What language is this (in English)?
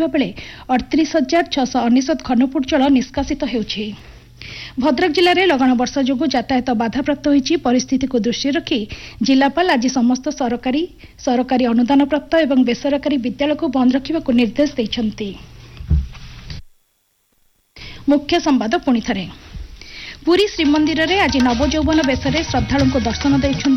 Odia